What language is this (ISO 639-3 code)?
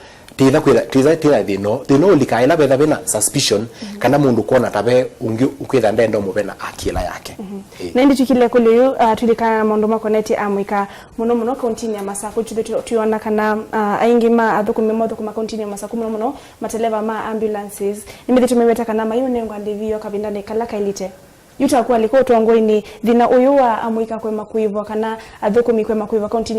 kam